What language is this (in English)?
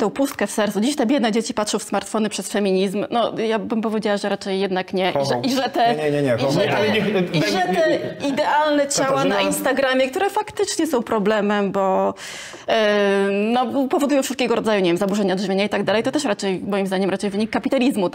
Polish